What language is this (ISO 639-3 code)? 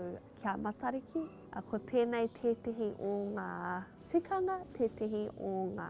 mri